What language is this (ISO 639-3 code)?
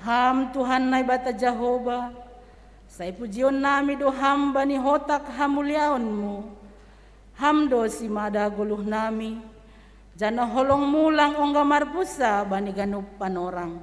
bts